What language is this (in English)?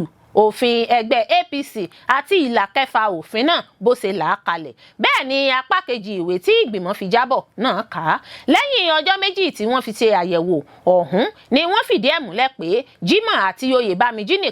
Yoruba